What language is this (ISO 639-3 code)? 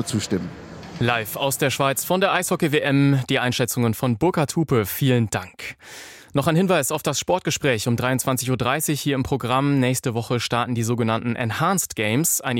deu